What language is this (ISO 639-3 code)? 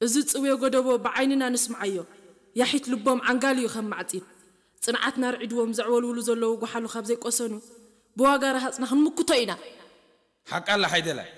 tir